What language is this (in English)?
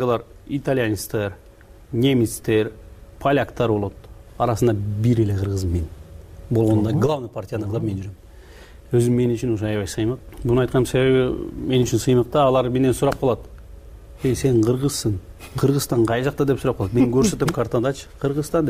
Kyrgyz